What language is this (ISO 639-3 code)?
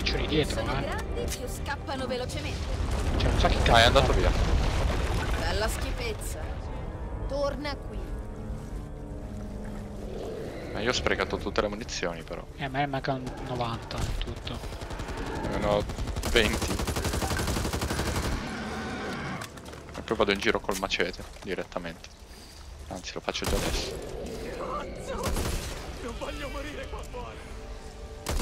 ita